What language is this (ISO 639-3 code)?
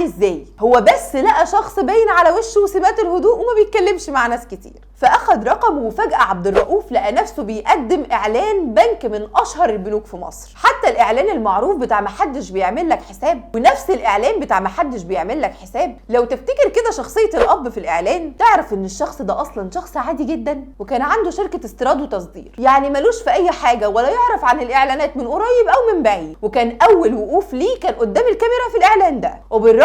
arz